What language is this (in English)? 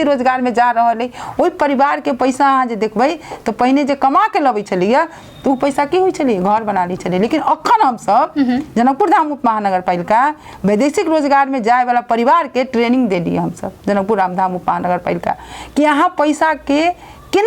Maithili